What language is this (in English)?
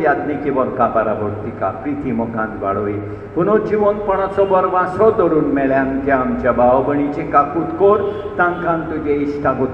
Konkani